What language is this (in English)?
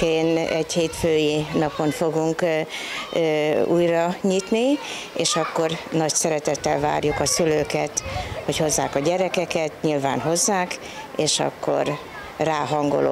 Hungarian